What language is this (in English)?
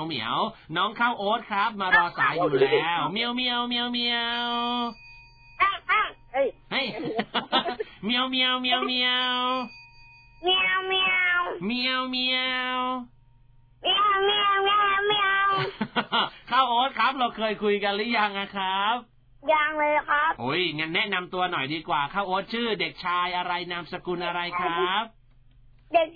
Thai